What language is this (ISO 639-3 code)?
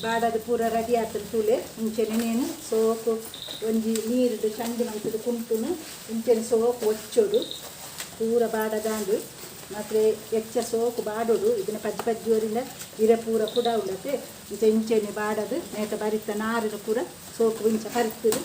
tcy